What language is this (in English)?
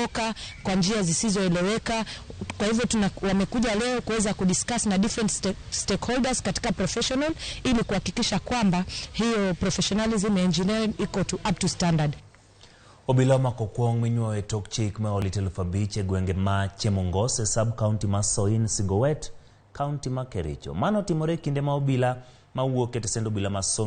Luo (Kenya and Tanzania)